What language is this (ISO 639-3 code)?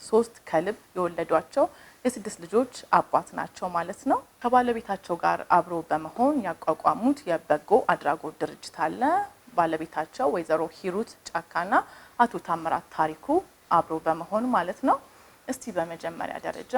amh